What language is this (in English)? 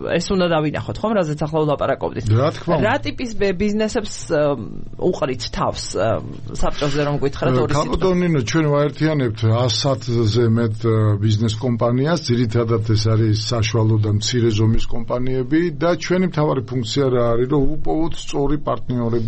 Georgian